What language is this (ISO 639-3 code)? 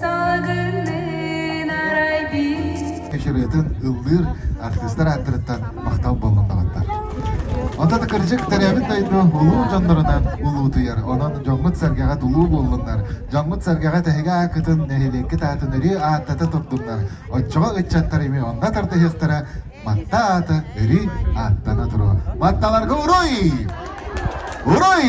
sah